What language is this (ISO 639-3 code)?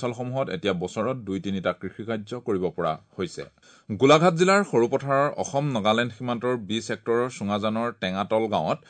asm